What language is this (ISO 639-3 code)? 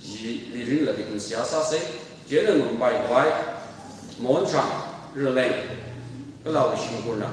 nmf